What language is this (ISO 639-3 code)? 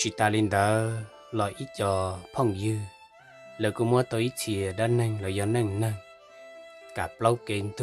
hmn